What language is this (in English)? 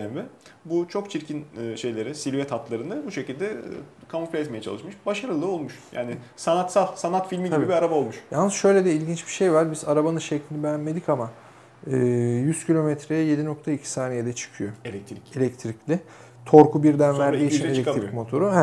Turkish